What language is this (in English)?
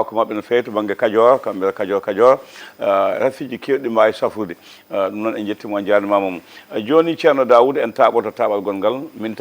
Fula